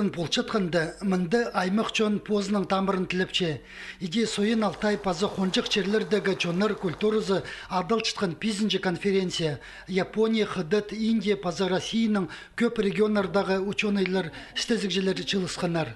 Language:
Khakas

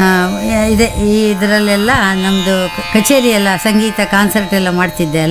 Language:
Kannada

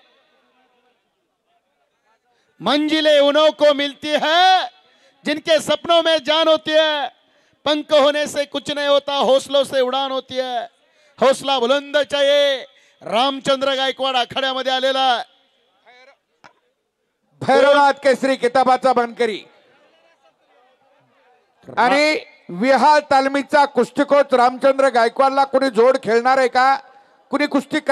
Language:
Marathi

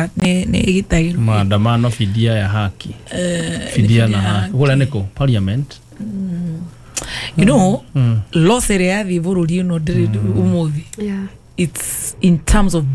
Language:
Kikuyu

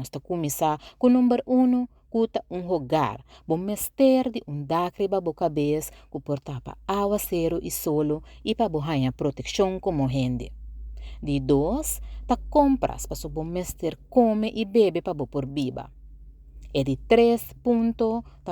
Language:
Papiamento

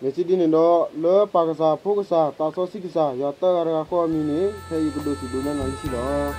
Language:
S'gaw Karen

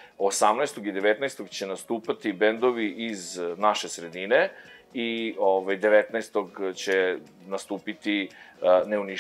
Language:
Serbian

